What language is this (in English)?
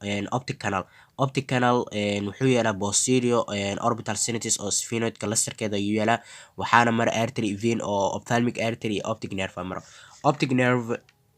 Somali